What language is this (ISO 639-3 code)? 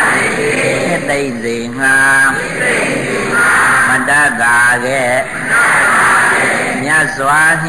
mya